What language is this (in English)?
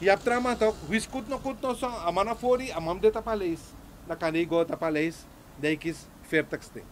Sranan Tongo